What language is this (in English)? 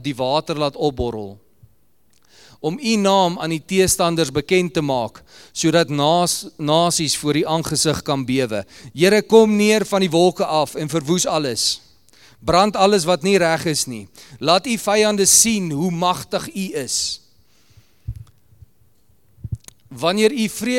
Afrikaans